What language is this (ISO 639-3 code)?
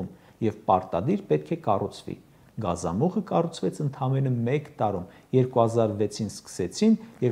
hye